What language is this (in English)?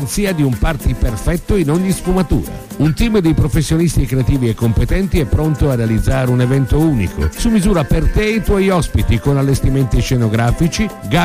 Italian